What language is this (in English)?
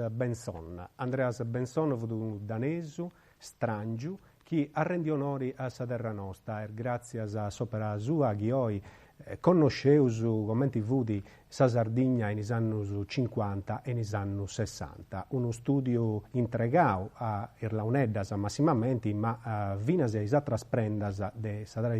Sardinian